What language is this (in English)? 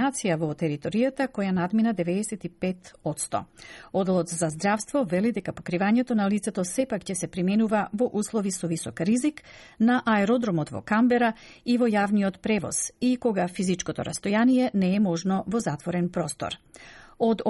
Macedonian